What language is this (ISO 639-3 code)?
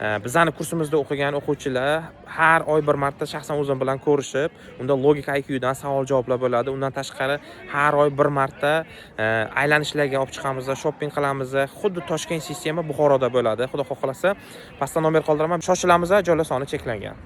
uzb